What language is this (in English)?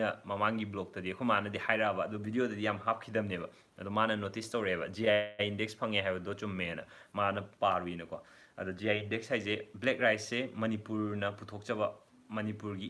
Manipuri